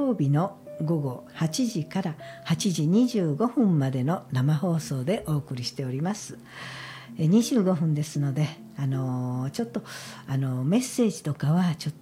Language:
Japanese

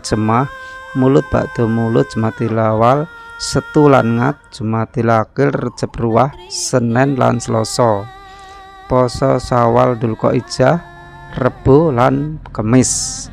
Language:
Javanese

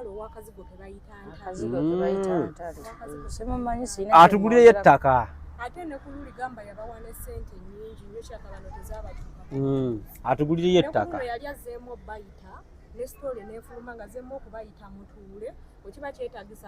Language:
Ganda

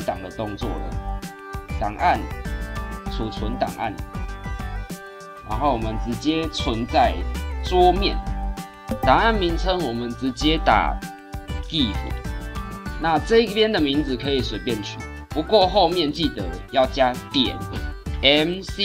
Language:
Chinese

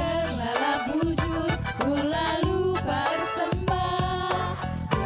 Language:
Batak Karo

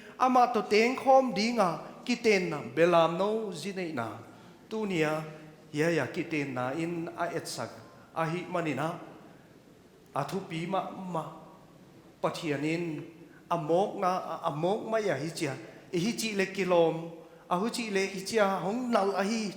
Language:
Paite Chin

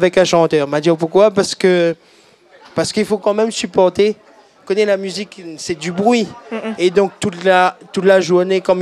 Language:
Réunion Creole French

